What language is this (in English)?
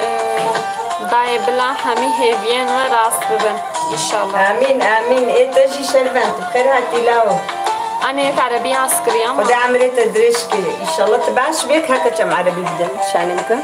Kurdish